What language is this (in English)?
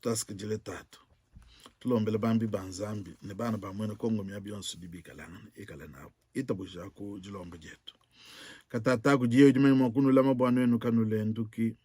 Luba-Lulua